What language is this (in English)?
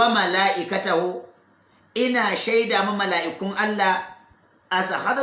Hausa